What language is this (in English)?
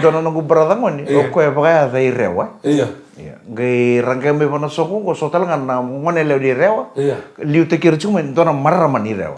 Fijian